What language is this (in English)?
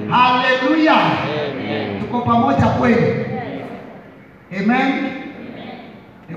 Swahili